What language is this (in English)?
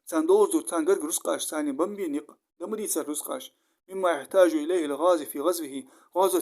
Ingush